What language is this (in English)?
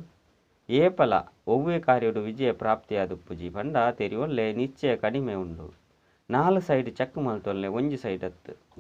Tulu